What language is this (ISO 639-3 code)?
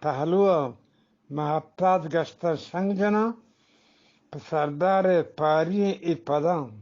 bgp